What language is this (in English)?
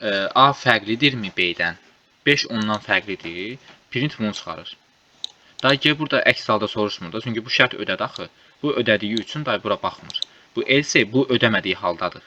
Azerbaijani